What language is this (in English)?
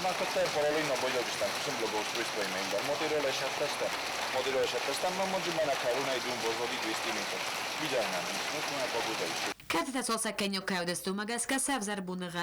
Ossetic